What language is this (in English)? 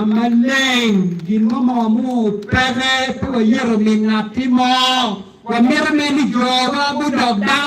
Acoli